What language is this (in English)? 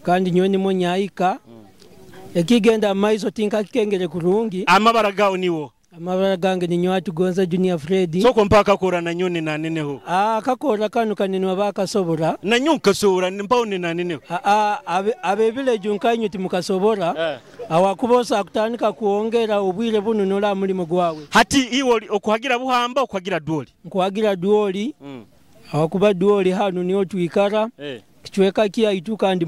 Nyoro